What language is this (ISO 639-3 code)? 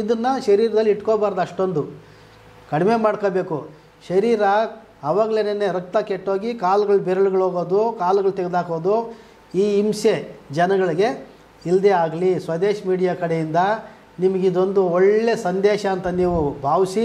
kan